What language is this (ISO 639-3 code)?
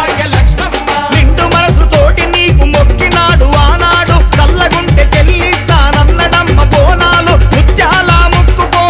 tel